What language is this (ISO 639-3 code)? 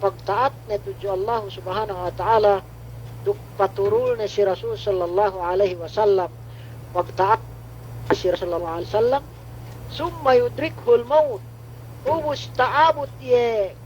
yka